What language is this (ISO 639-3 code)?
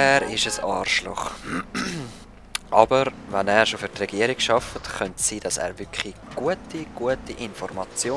gsw